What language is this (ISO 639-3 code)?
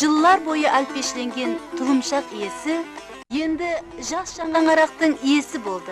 kaa